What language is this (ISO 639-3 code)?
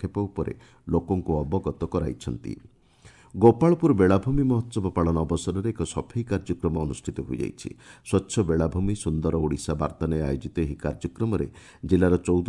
ori